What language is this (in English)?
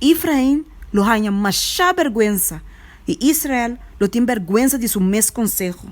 Papiamento